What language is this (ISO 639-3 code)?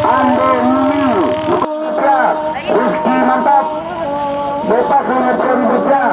min